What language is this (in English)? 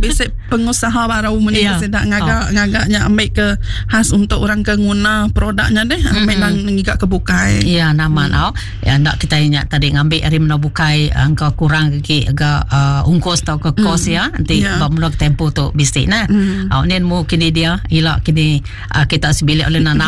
Iban